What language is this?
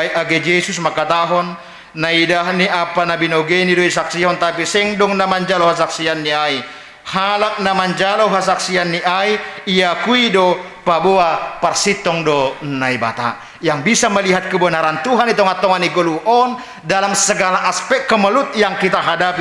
Batak Simalungun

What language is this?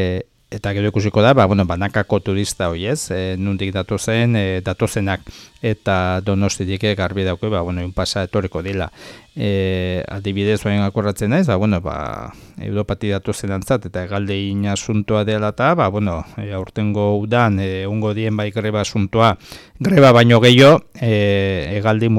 Basque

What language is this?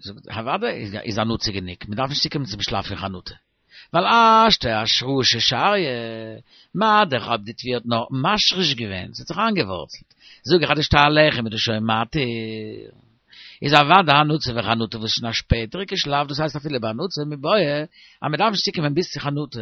Yiddish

